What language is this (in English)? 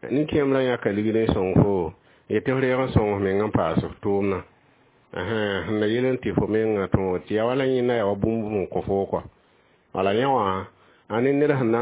Mossi